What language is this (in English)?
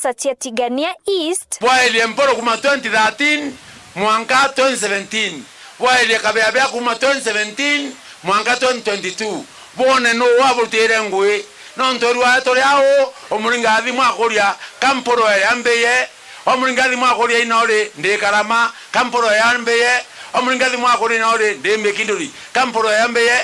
Meru